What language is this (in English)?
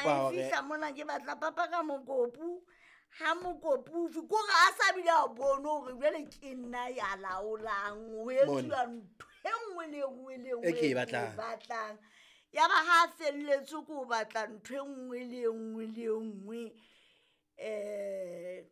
Southern Sotho